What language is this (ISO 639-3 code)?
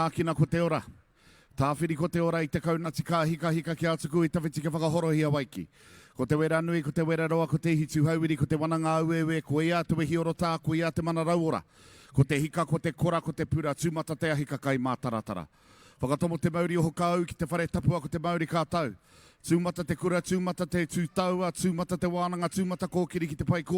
mri